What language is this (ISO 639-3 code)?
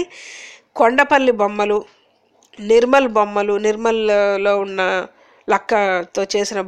tel